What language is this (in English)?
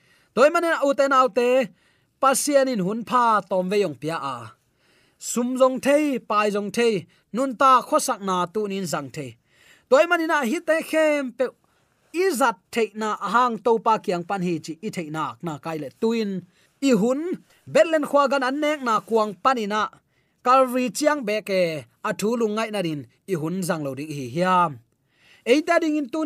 Tedim Chin